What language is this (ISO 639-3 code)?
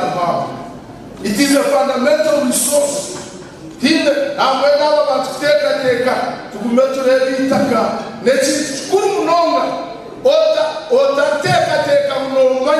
nyn